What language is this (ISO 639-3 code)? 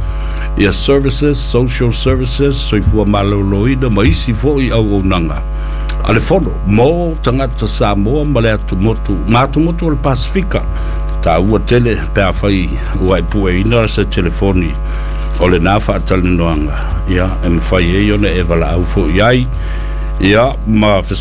smo